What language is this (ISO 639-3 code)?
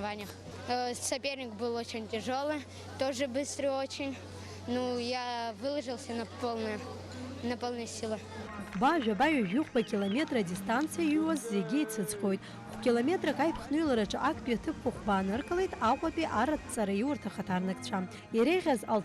abk